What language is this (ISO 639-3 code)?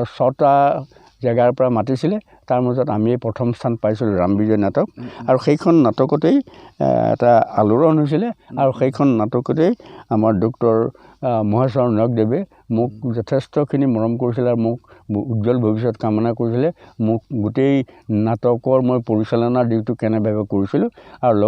asm